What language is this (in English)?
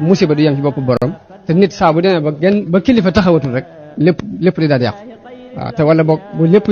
Wolof